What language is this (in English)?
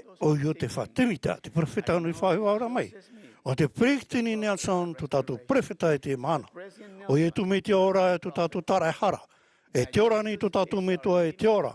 Tahitian